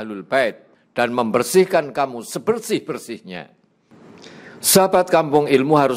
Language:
Indonesian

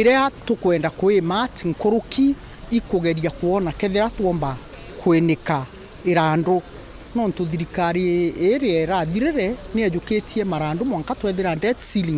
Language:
Meru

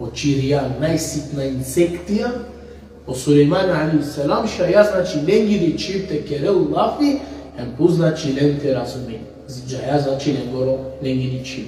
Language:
Balkan Romani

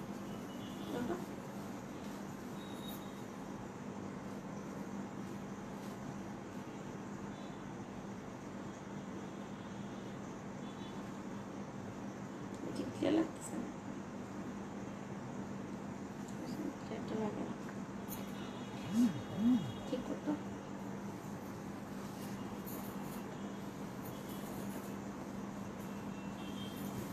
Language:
Bangla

